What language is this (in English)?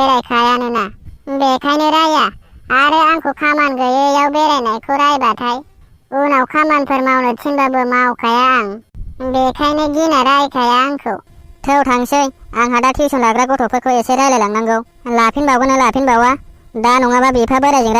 Bodo